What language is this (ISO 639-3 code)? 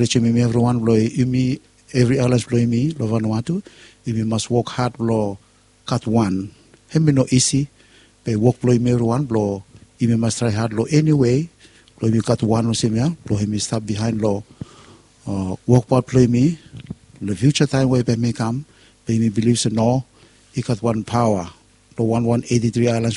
bis